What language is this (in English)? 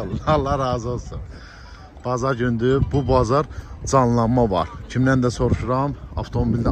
Azerbaijani